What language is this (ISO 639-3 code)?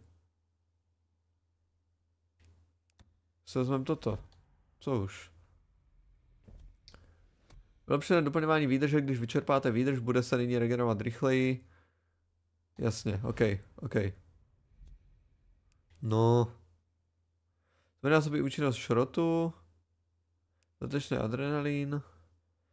ces